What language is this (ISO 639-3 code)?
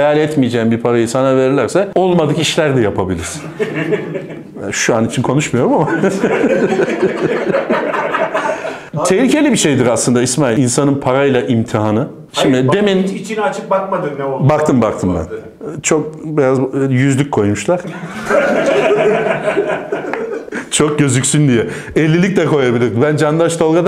tur